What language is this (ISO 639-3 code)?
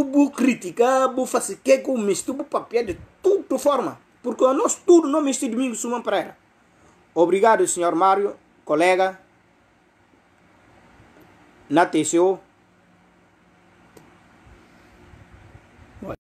pov